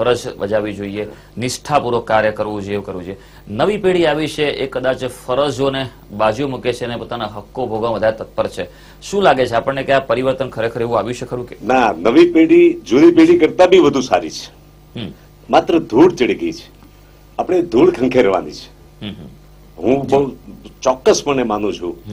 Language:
Gujarati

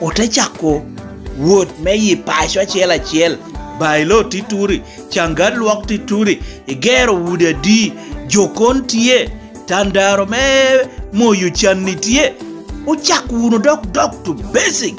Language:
Lango (Uganda)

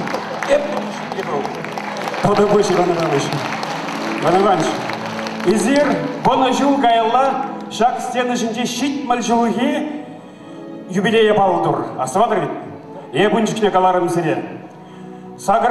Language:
Chuvash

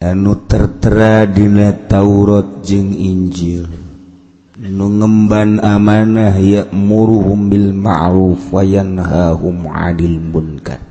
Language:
Sundanese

